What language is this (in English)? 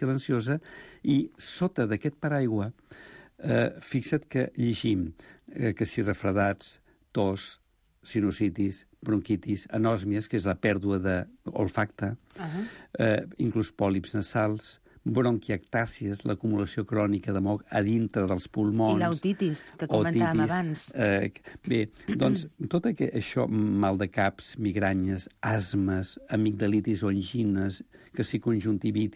Catalan